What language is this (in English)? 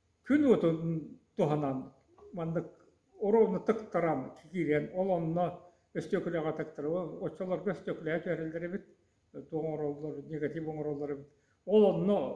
Yakut